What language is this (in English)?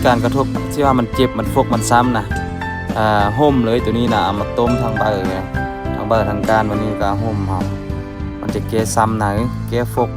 Lao